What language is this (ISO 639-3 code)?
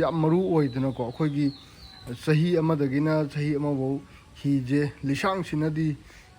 mni